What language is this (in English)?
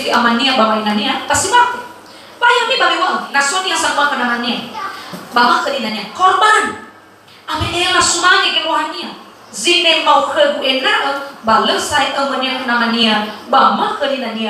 Nias